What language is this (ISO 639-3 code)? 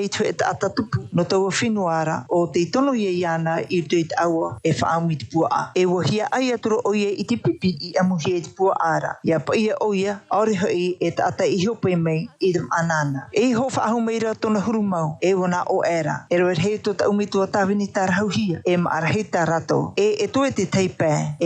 tah